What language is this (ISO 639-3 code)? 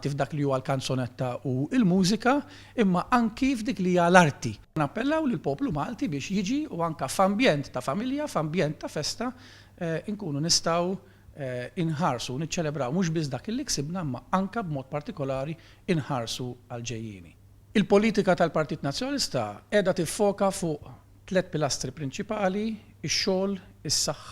mlt